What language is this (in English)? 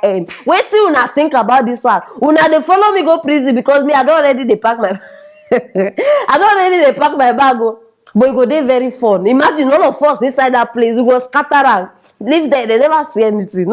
Nigerian Pidgin